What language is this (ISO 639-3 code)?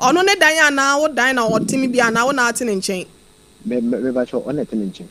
aka